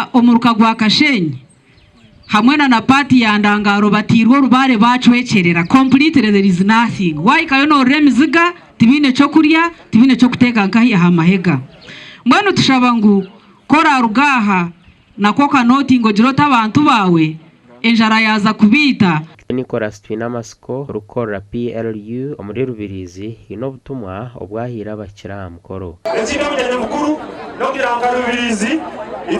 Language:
Nyankole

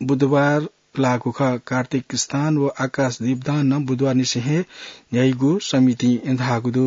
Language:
Newari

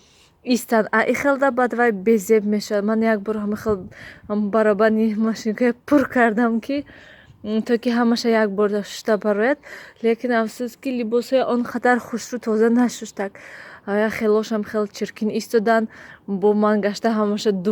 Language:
Tajik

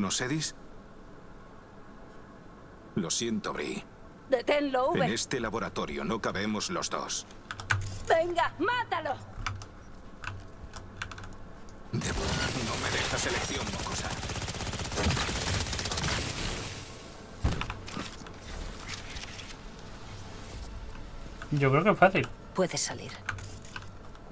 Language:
Spanish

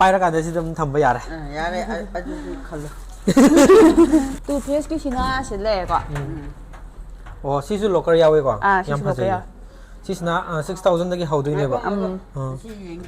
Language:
Manipuri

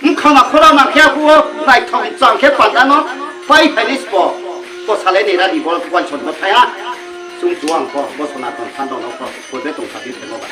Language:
Riang (India)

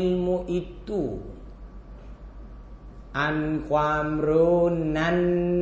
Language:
Thai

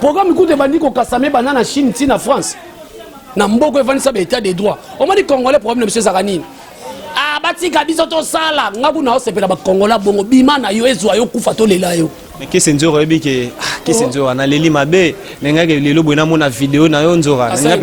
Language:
Lingala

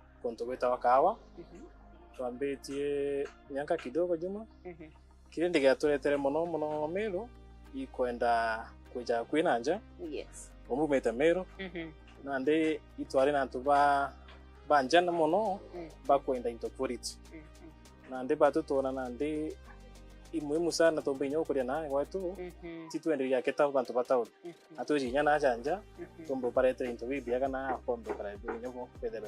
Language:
Meru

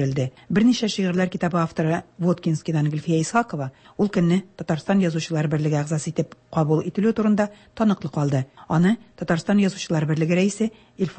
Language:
Tatar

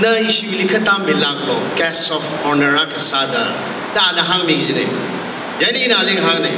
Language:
Tangkhul Naga (India)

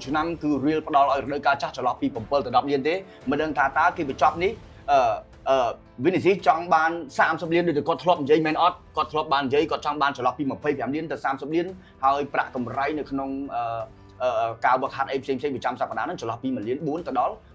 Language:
Khmer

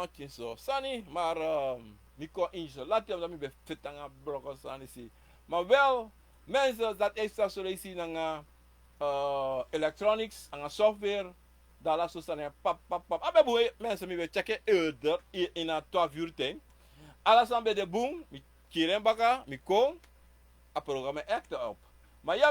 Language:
Sranan Tongo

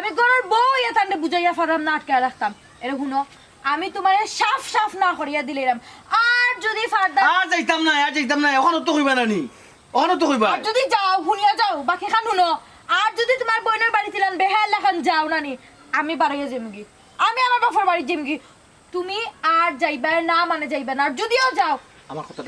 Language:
Sylheti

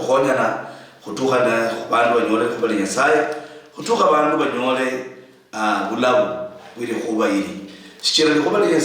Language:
Luyia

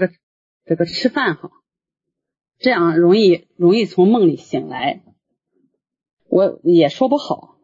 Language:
Chinese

